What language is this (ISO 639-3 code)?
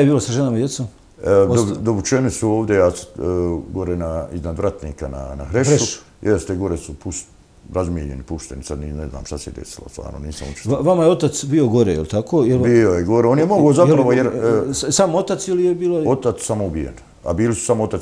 bos